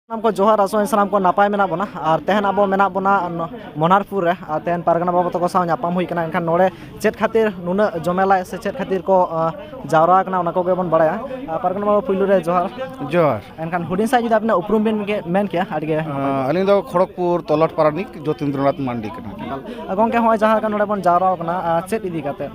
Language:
Santali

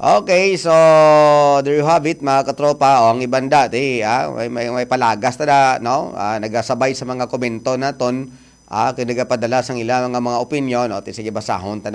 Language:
Hiligaynon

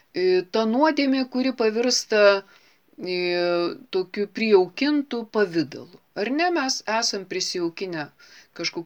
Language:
Lithuanian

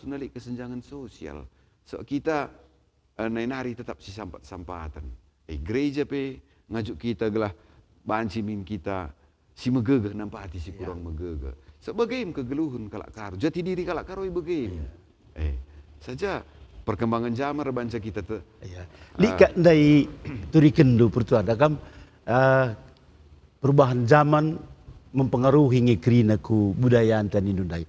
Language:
Batak Karo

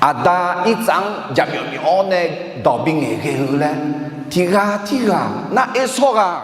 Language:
Akha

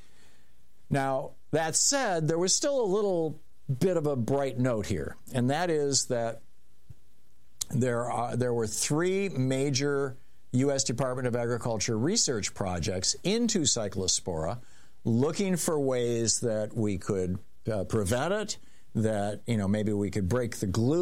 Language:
English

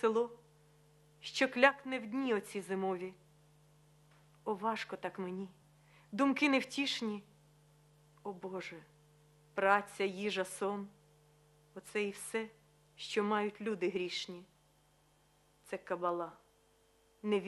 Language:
Ukrainian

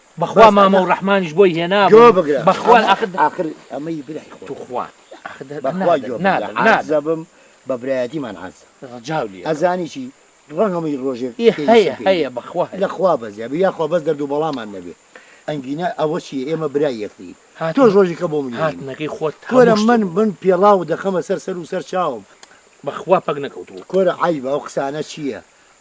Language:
Central Kurdish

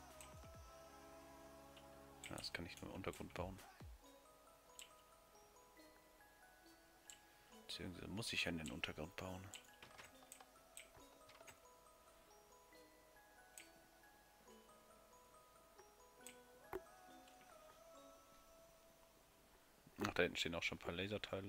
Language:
German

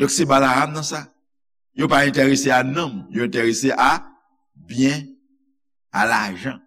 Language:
Haitian Creole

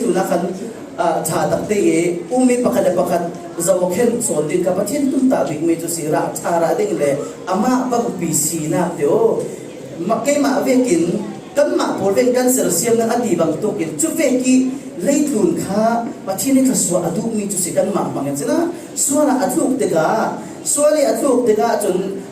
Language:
Falam Chin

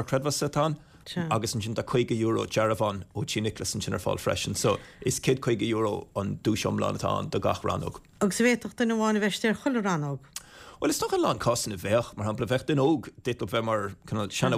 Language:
Irish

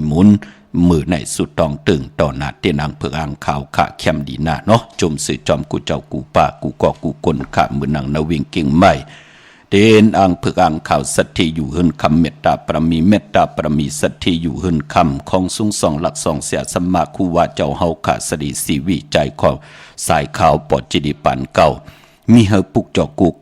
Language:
Shan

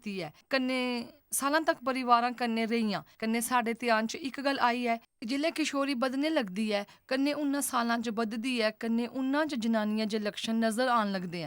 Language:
Dogri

